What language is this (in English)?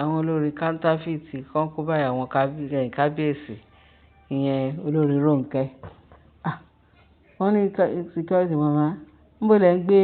Yoruba